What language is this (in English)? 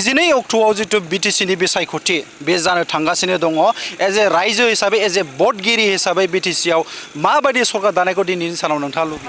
Bodo